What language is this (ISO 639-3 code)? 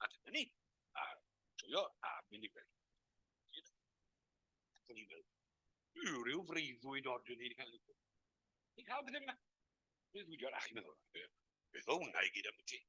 cym